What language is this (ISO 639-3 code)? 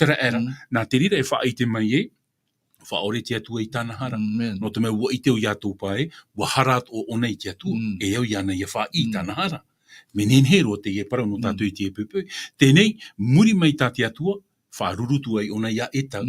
tah